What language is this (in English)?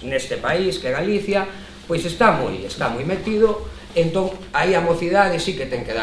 Galician